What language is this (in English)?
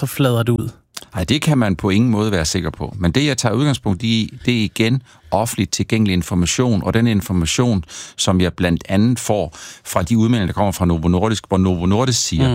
Danish